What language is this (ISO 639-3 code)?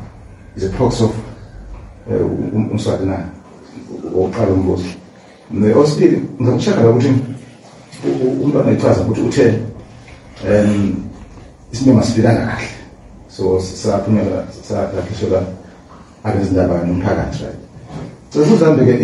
zul